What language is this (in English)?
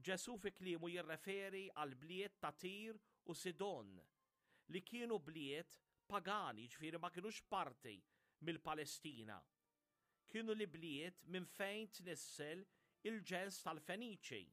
Maltese